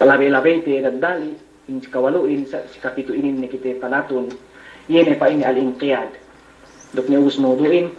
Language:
Yakan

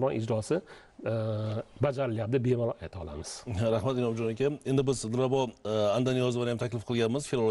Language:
Uzbek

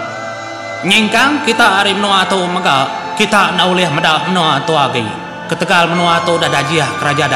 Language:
Iban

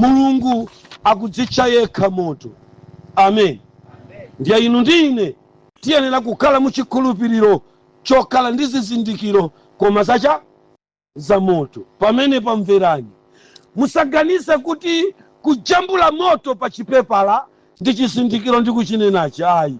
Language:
Nyanja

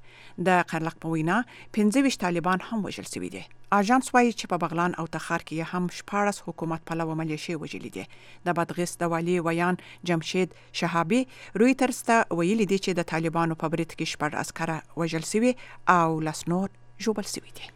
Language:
Pashto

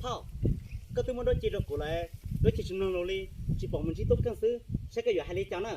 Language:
Hmong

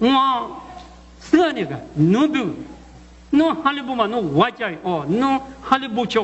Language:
Lisu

